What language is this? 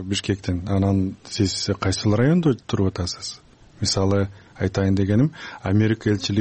Kyrgyz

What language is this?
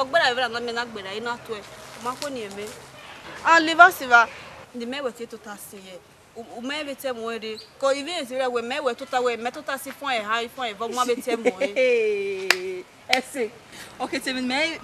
Bini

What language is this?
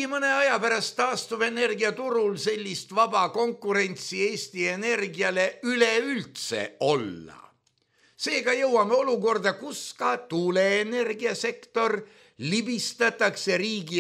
Estonian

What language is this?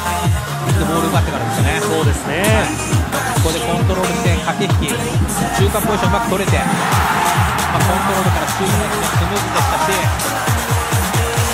Japanese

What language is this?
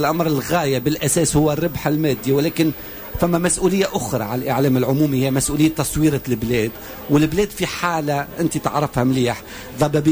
Tunisian Arabic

